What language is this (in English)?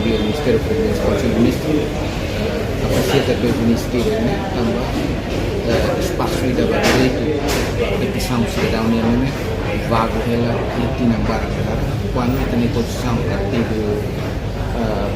Tetum